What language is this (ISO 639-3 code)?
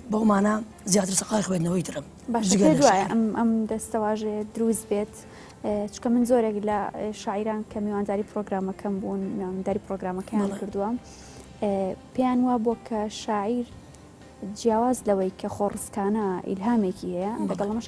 ckb